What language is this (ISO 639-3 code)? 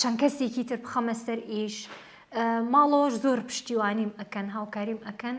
ckb